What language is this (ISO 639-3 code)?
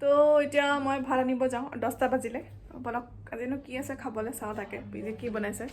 asm